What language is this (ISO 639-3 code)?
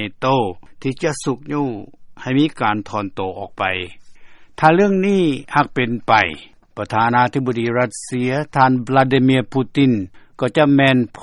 lao